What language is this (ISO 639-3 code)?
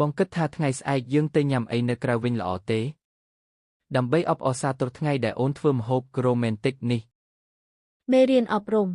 khm